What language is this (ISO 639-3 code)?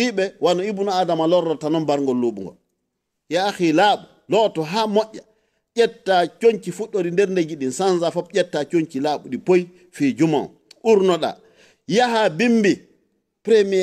ful